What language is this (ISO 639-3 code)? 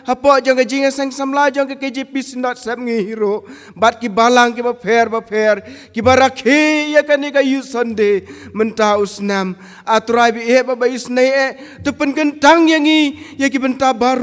kha